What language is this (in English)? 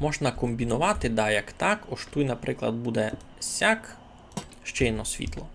Rusyn